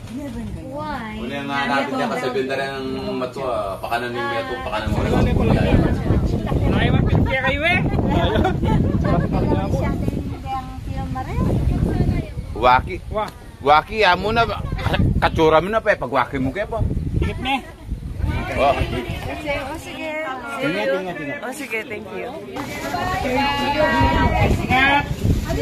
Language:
Filipino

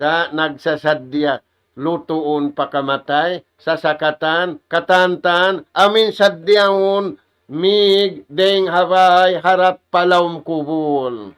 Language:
Tausug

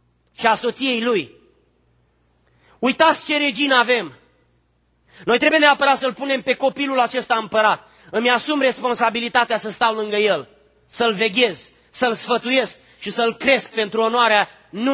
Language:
Romanian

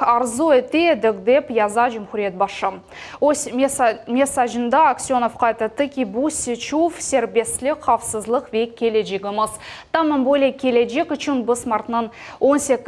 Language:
Crimean Tatar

